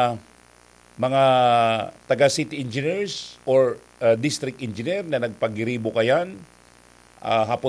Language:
Bikol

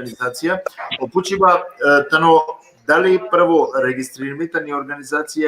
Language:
Balkan Romani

